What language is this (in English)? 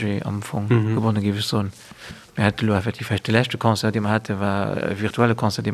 Luxembourgish